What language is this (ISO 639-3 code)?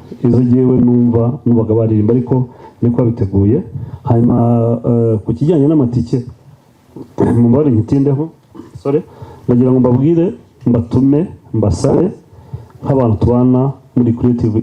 kin